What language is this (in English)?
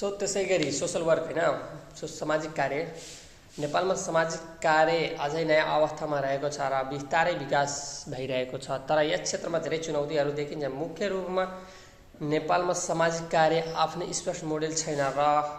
Nepali